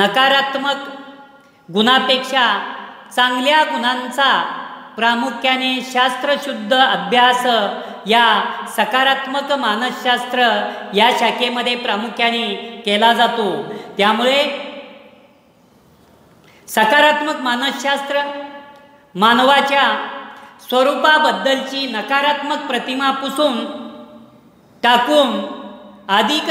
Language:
Marathi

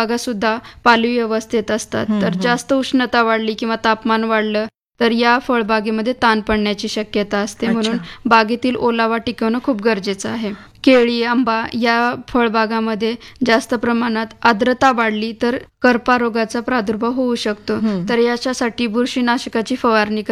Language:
Marathi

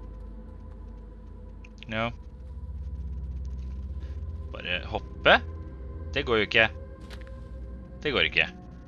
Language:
Norwegian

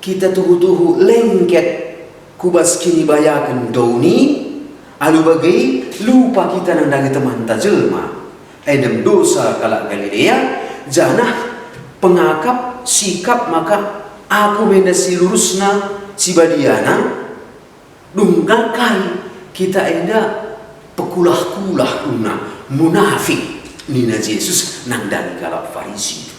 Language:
Batak Karo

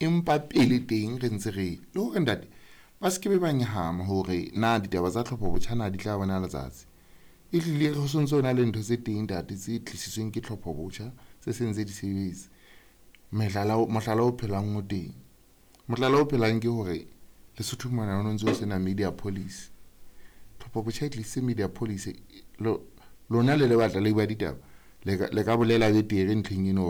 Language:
Southern Sotho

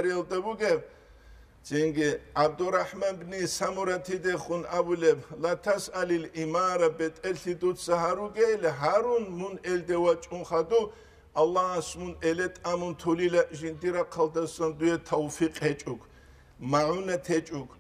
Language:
Avaric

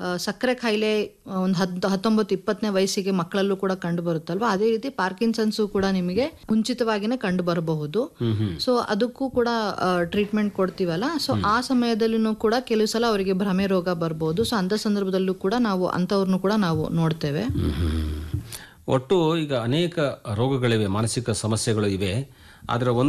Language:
Kannada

